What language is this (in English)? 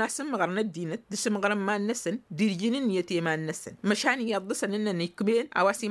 Tamasheq